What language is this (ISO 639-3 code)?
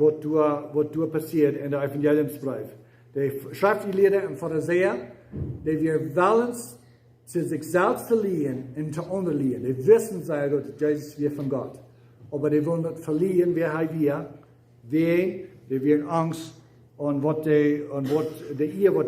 pdt